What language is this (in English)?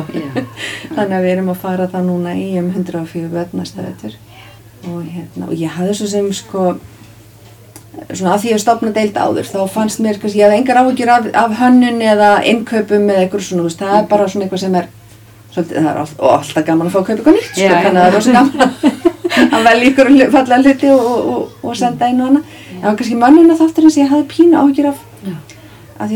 Icelandic